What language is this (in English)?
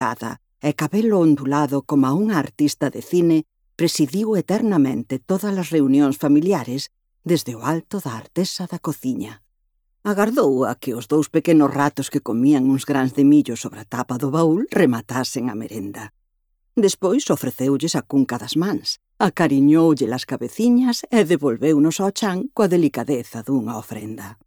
Galician